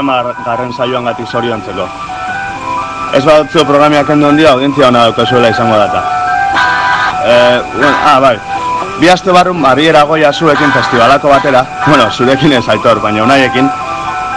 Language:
Basque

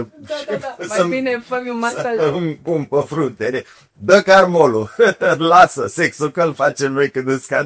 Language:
Romanian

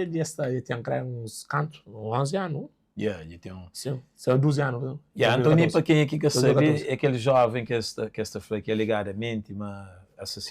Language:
Kabuverdianu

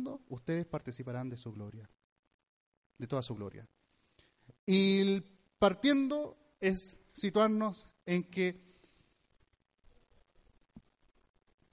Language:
Spanish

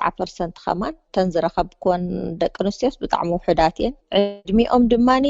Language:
Tigrinya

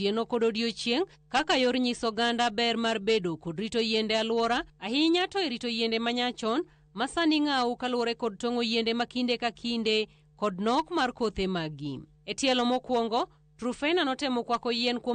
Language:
Luo (Kenya and Tanzania)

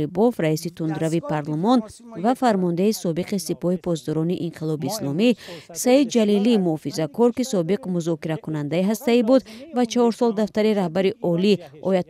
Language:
Tajik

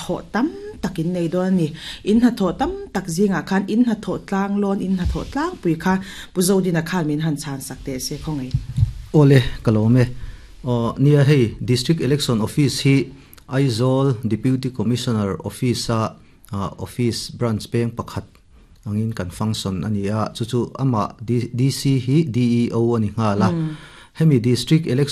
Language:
Mizo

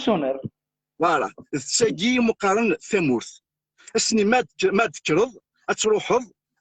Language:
Kabyle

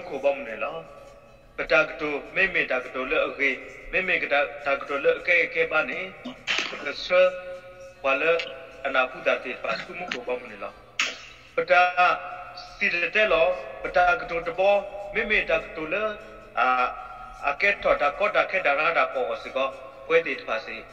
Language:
S'gaw Karen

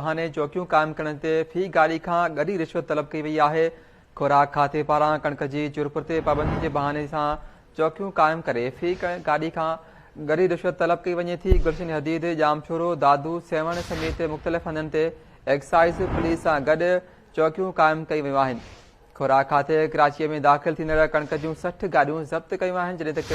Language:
Sindhi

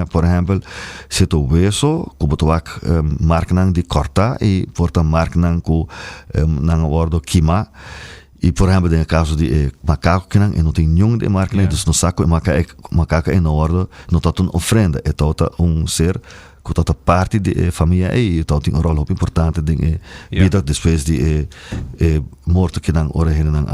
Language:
Papiamento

